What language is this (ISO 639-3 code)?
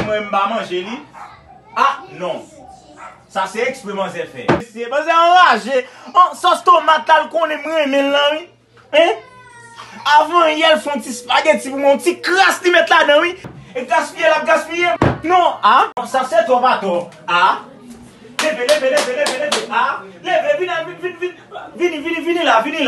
hat